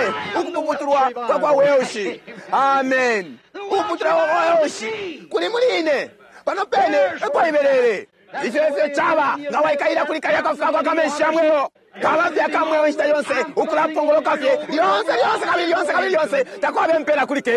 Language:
Bemba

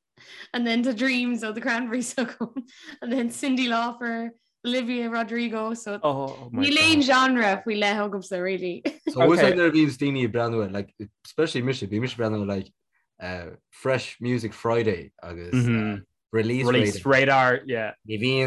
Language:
Irish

